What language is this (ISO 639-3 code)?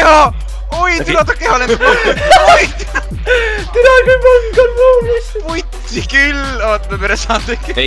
est